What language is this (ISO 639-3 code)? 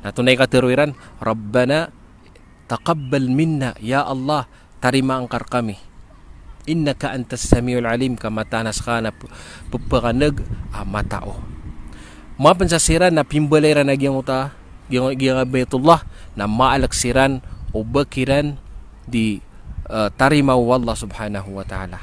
mrw